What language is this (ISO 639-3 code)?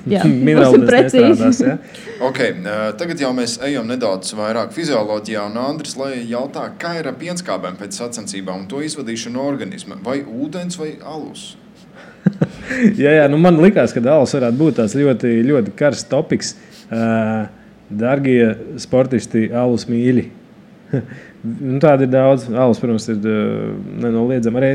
lav